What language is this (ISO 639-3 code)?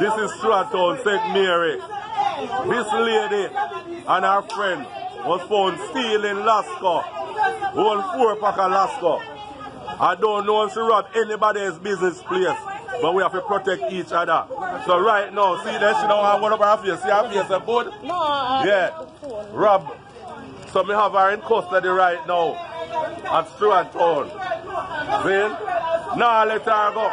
jam